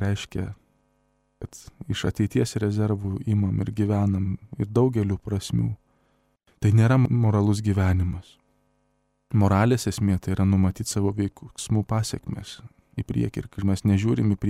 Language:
Lithuanian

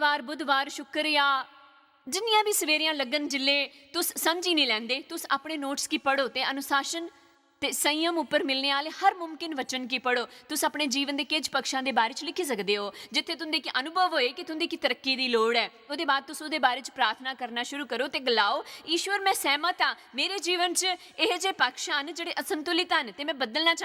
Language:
Dogri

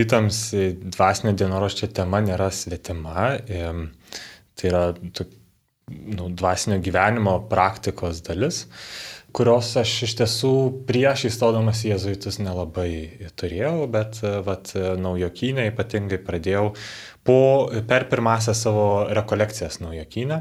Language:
Lithuanian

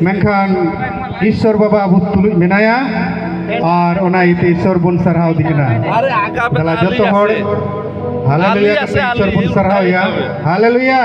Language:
Santali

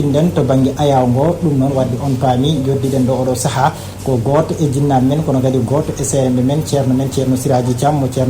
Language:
Fula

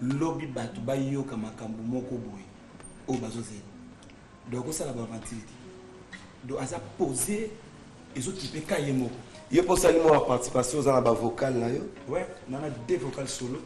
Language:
Lingala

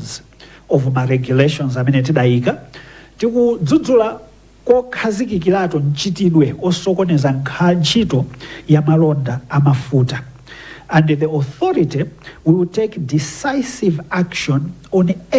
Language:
Nyanja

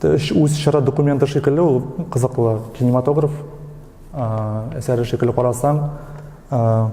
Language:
Tatar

